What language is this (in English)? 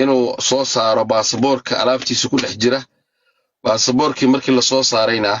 Somali